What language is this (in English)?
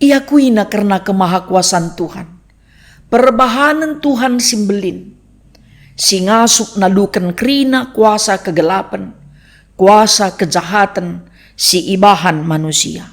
Batak Karo